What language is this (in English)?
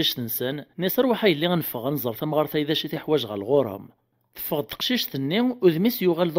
Kabyle